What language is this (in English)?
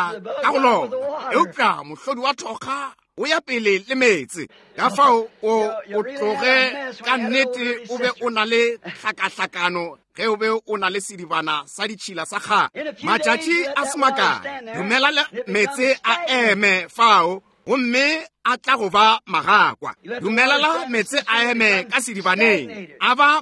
Northern Sotho